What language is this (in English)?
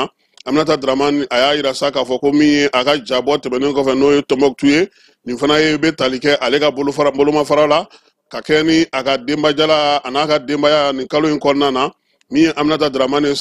Bambara